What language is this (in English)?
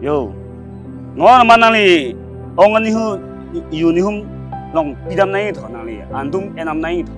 Karbi